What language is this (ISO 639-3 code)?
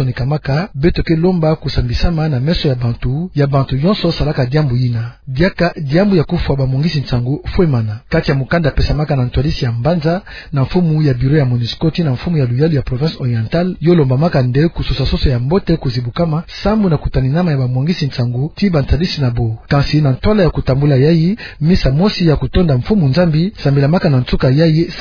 ktu